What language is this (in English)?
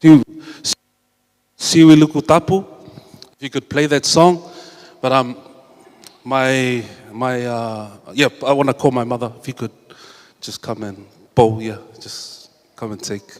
Tongan